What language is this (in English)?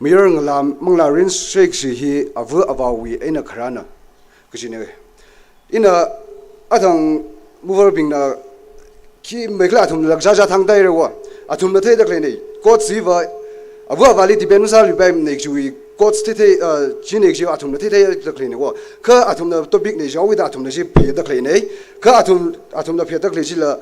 Tangkhul Naga (India)